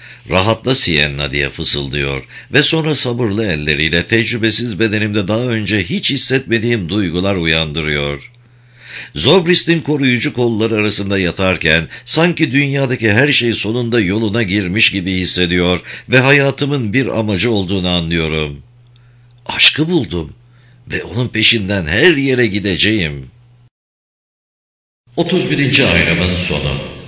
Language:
Turkish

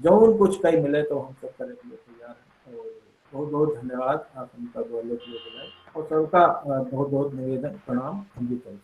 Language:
Awadhi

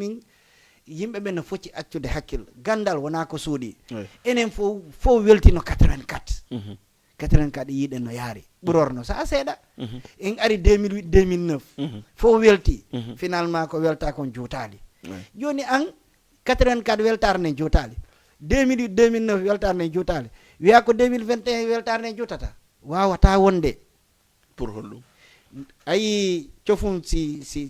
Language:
Fula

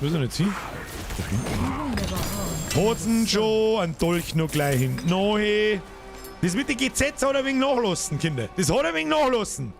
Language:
Bavarian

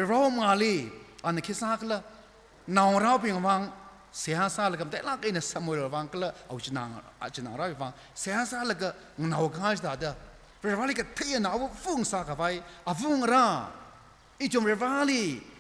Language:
Tangkhul Naga (India)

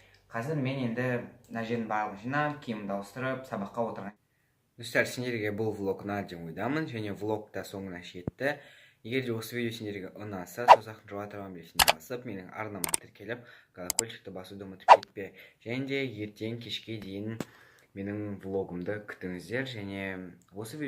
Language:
Kazakh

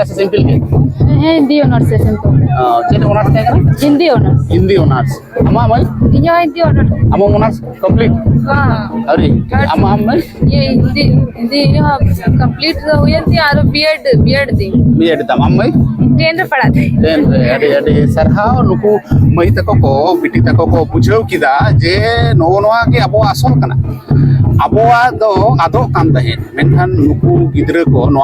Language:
Santali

